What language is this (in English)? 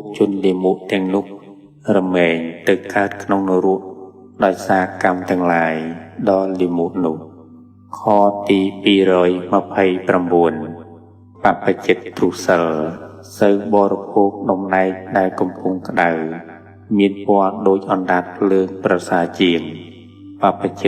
Khmer